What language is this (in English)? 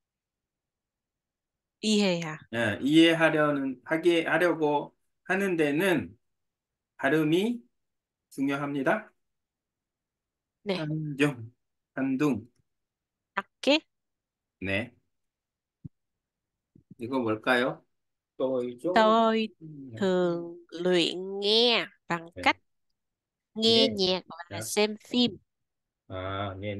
Korean